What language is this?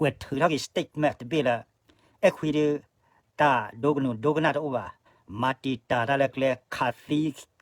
S'gaw Karen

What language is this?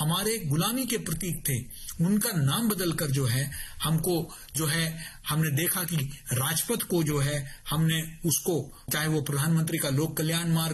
Hindi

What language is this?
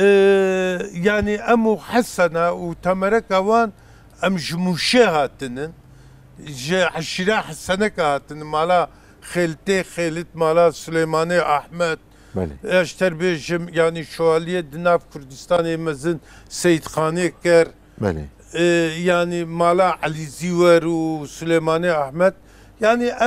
Kurdish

